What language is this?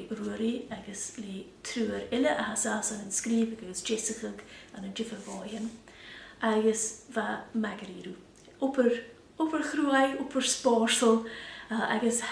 Scottish Gaelic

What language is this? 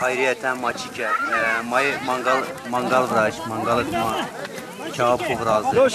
Zaza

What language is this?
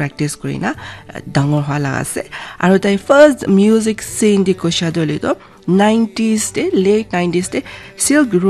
Naga Pidgin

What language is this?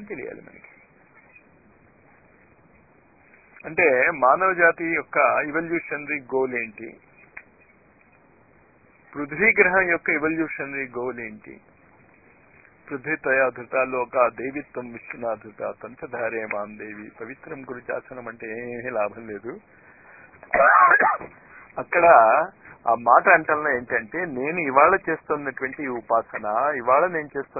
Telugu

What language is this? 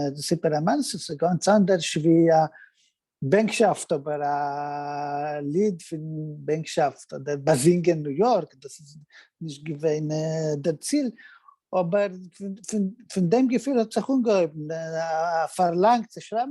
Yiddish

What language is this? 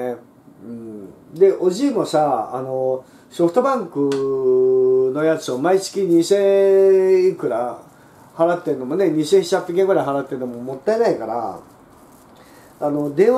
Japanese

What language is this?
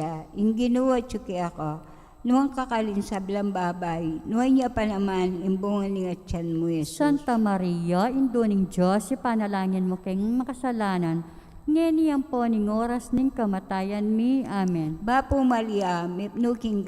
Pampanga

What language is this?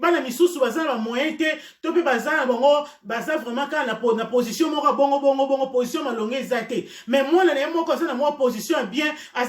Lingala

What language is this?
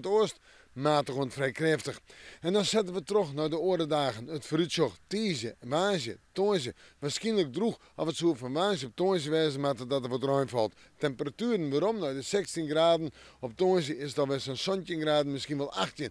Western Frisian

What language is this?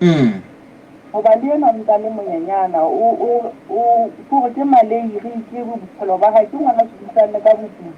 Southern Sotho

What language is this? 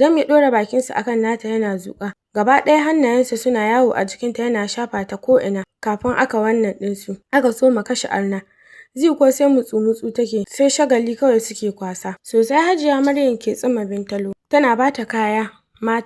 Hausa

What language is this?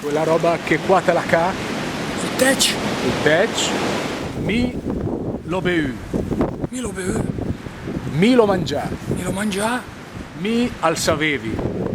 Lombard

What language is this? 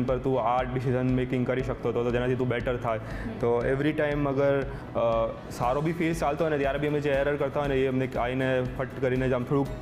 Gujarati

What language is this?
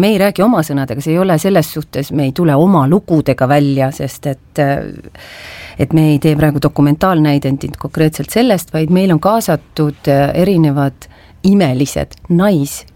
Estonian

